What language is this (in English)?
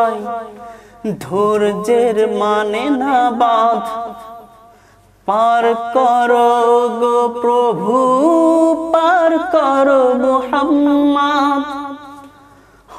Bangla